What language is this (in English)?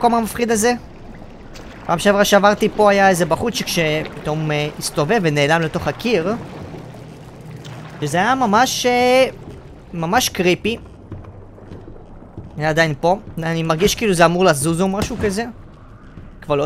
Hebrew